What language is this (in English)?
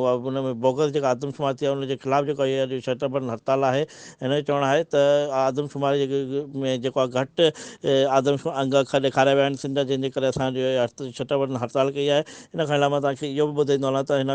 Sindhi